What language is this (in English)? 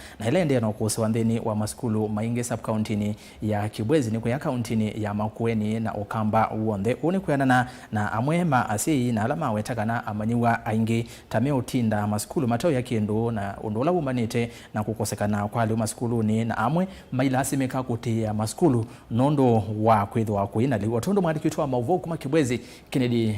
Kamba